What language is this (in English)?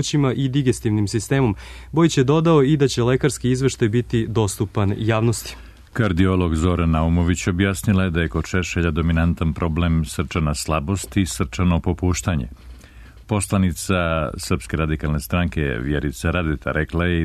Serbian